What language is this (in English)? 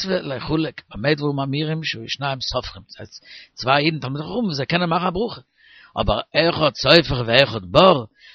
Yiddish